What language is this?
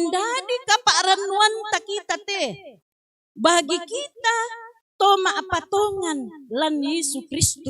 Toraja-Sa'dan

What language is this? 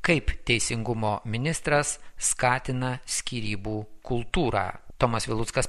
Lithuanian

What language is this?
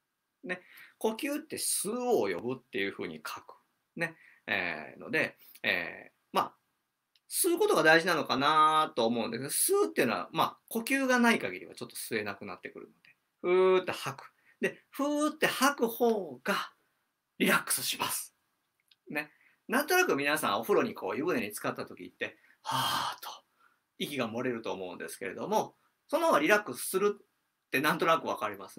Japanese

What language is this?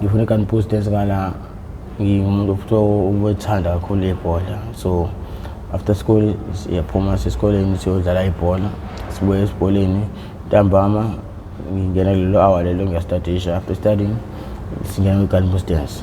Zulu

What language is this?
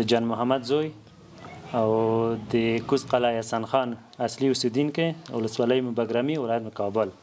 Pashto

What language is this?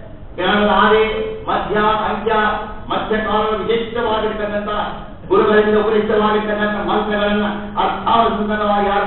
Kannada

